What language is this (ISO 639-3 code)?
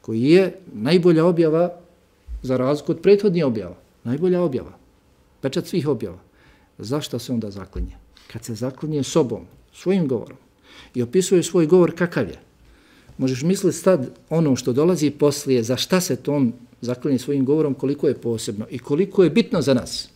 bos